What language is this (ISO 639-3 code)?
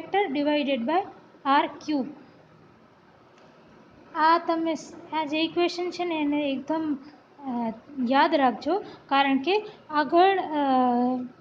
guj